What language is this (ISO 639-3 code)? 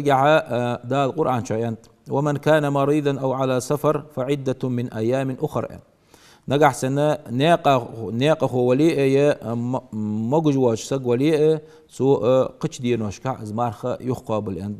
inh